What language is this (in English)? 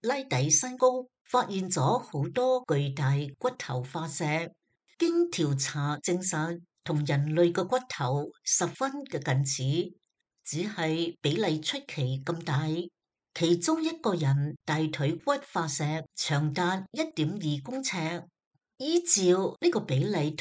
Cantonese